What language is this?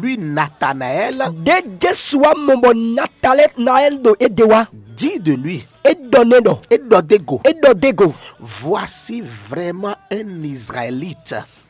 Fon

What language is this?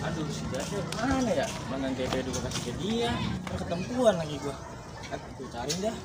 Betawi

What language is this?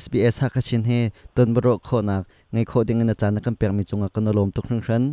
Hakha Chin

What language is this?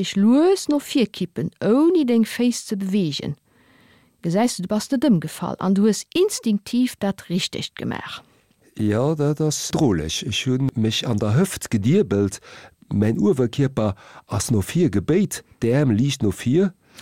Luxembourgish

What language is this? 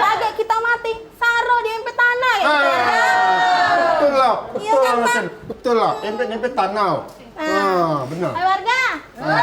Musi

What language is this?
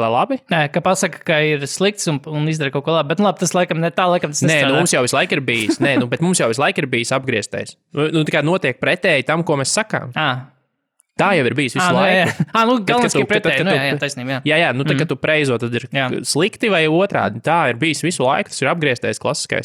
Latvian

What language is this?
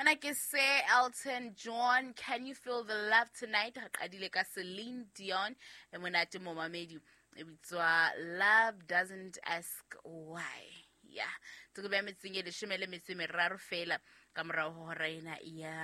Southern Sotho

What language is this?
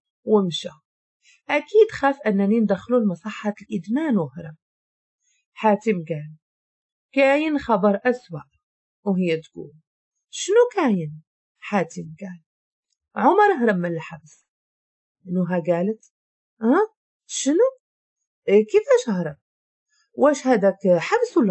Moroccan Arabic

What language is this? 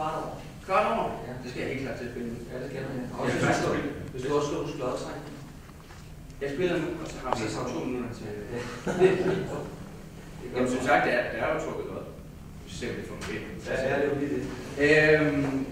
Danish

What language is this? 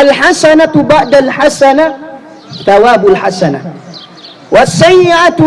Tausug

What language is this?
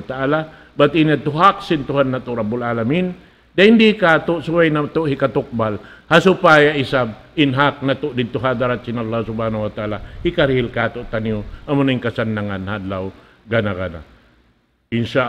Tausug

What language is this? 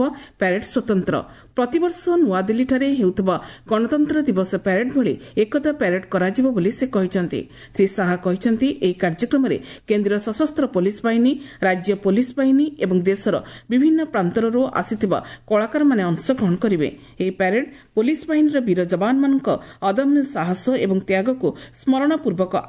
Odia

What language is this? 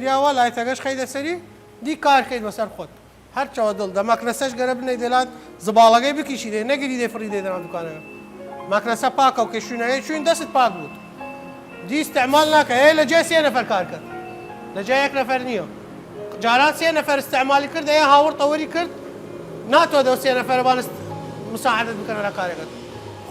Southern Kurdish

